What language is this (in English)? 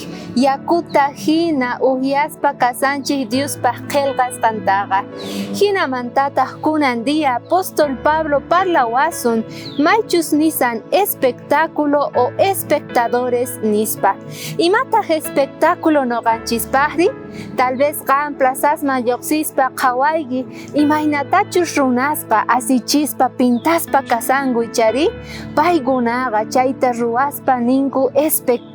South Bolivian Quechua